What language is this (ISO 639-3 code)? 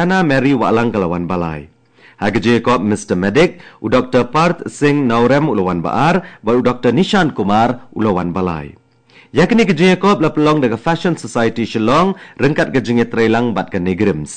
kha